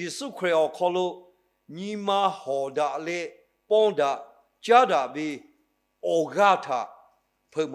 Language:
Lahu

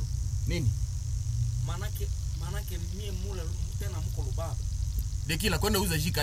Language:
Swahili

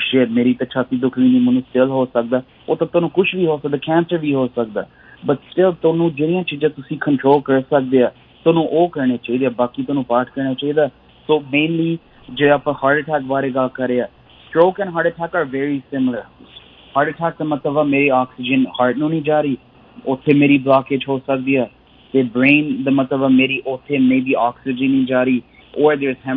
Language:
Punjabi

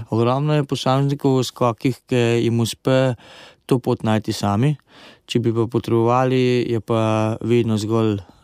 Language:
Slovenian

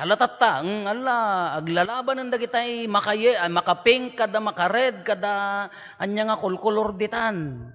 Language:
Iloko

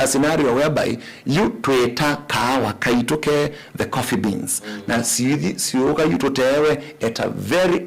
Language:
Kamba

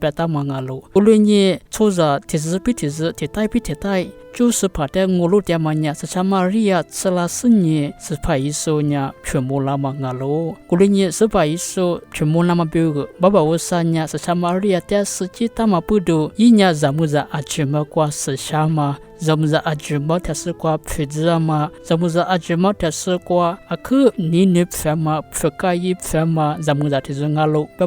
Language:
Lisu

